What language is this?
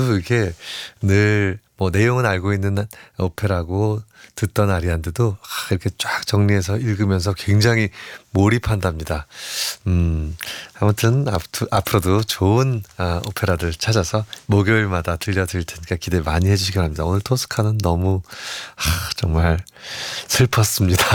Korean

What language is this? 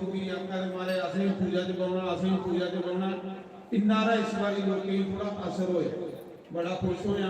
Dogri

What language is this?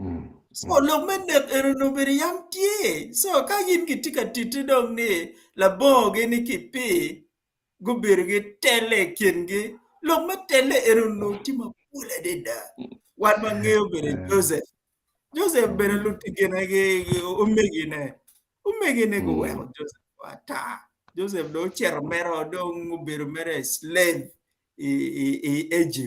Acoli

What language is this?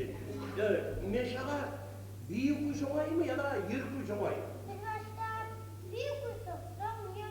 Kumyk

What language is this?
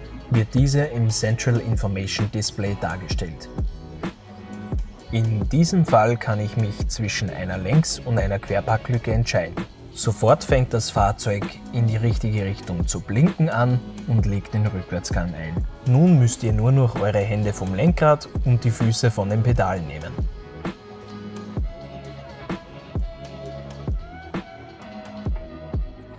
German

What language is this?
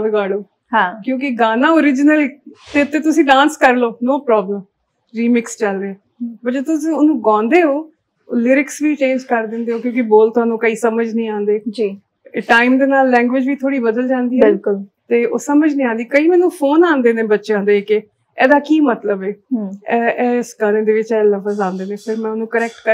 Punjabi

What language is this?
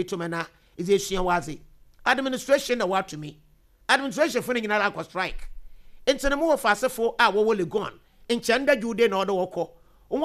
Akan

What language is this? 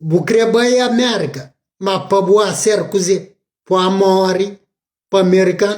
Kabuverdianu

